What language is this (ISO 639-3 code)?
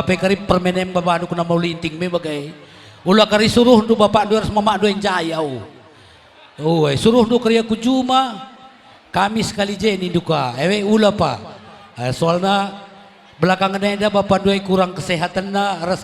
btx